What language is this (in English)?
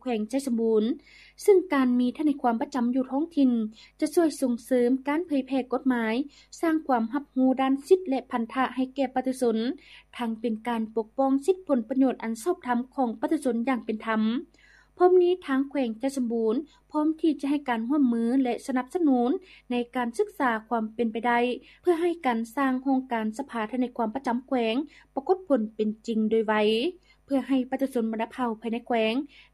Lao